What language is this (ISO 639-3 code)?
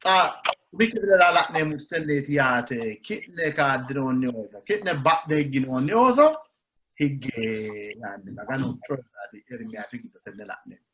sid